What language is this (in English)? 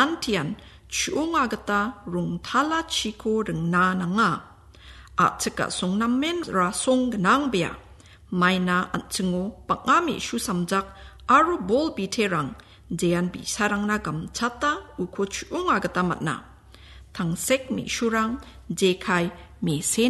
Garo